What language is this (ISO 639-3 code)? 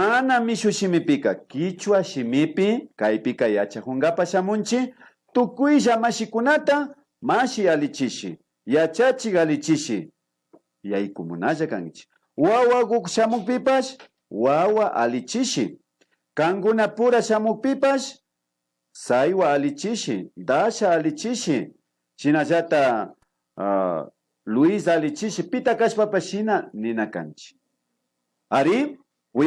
qvi